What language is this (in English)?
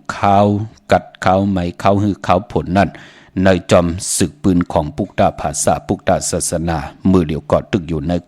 Shan